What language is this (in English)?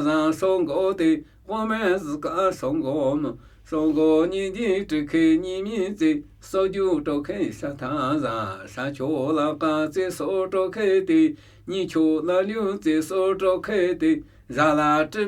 Namuyi